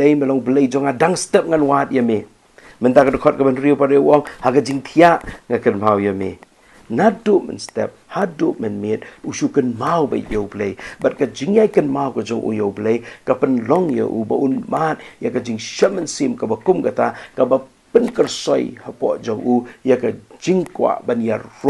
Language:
Khasi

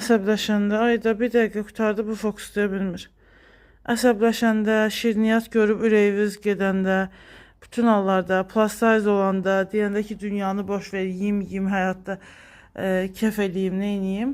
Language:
Azerbaijani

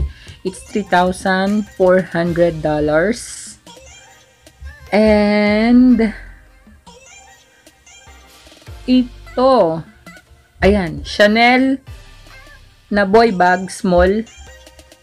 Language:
Filipino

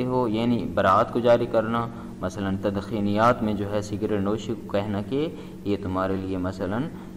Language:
Urdu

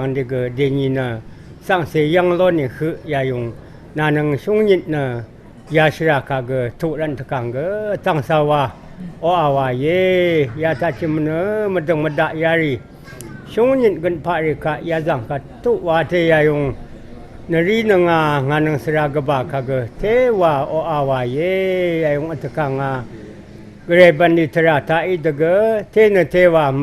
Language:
Rawang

